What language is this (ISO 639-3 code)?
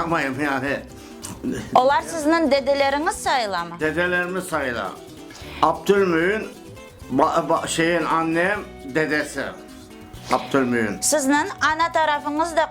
crh